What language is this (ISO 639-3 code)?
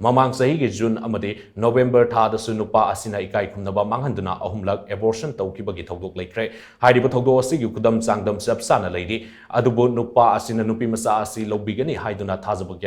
mni